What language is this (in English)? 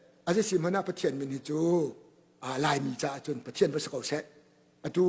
Hakha Chin